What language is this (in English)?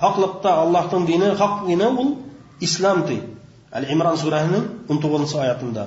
Bashkir